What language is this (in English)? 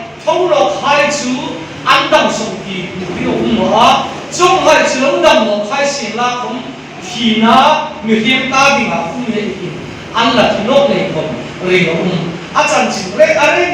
Hmar